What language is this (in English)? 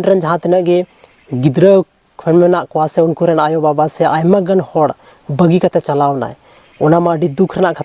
Santali